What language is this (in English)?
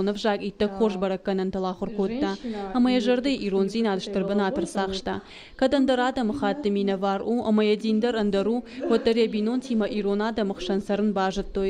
Ossetic